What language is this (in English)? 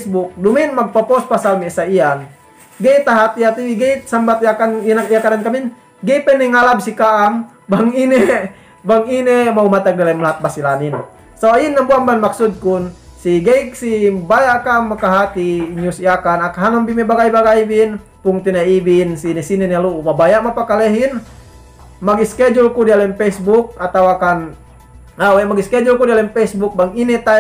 Yakan